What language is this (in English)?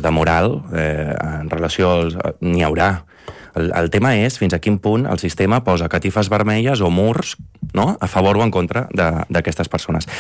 Catalan